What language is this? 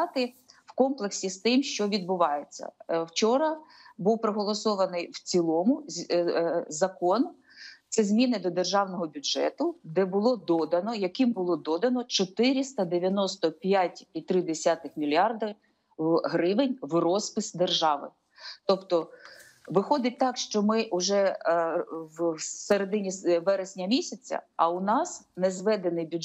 Ukrainian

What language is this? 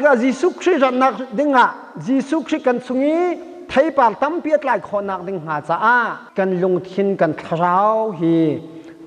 Hakha Chin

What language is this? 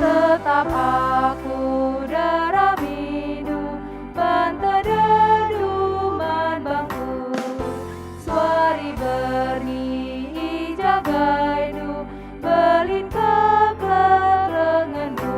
Batak Karo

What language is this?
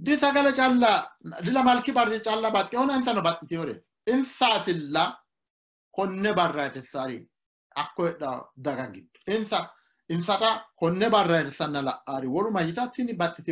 Sidamo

